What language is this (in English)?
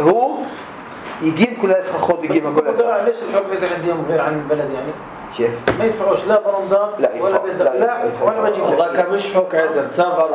North Levantine Arabic